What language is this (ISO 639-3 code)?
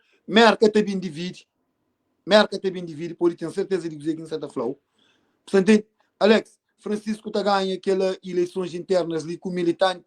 kea